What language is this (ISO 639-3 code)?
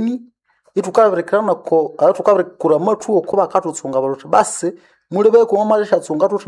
nnb